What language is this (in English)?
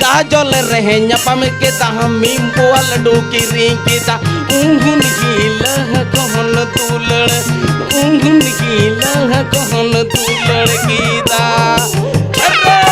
Santali